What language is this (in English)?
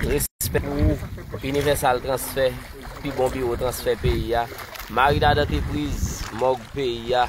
Haitian Creole